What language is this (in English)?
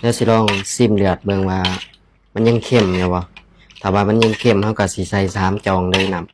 Lao